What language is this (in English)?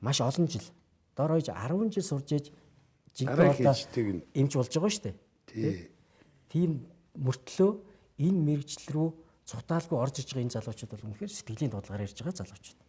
Mongolian